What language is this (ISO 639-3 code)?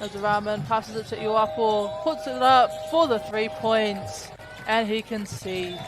mri